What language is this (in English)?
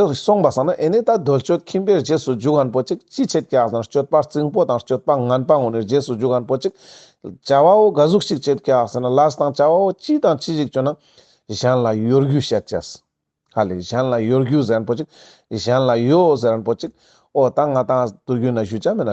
Ladakhi